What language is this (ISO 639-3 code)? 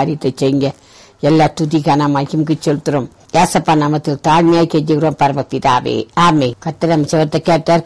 tam